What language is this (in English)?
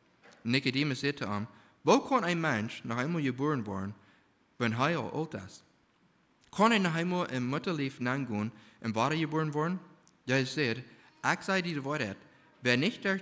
Plautdietsch